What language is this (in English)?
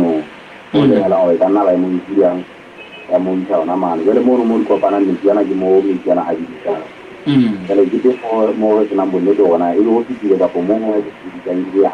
Southern Sotho